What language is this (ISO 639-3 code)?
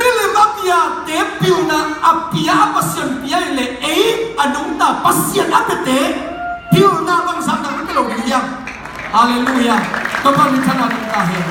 ctd